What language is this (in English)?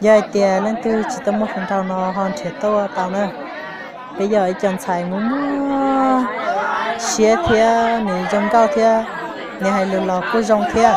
Hmong